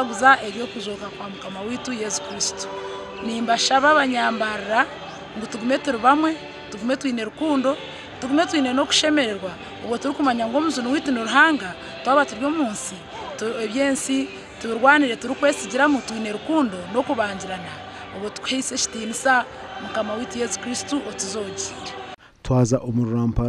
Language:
Nyankole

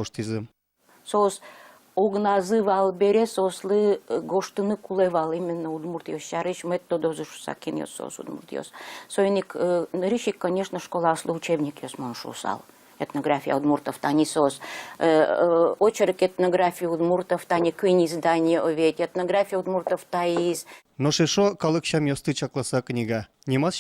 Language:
Udmurt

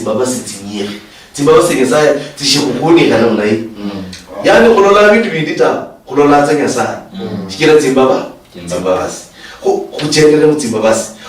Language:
Luyia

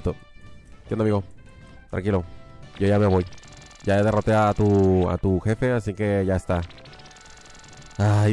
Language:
Spanish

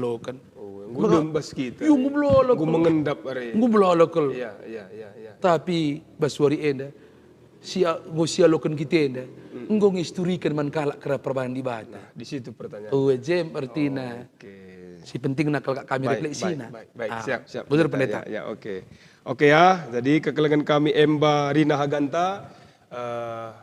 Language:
Batak Karo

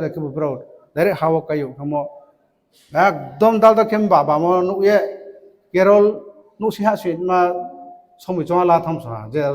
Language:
Riang (India)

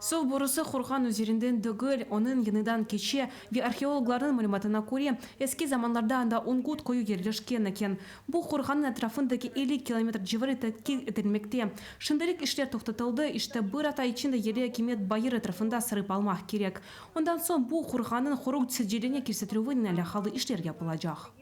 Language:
Crimean Tatar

